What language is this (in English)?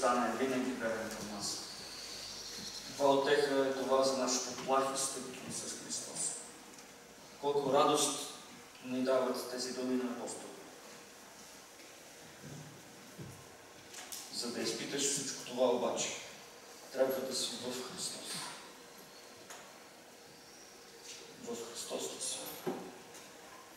Bulgarian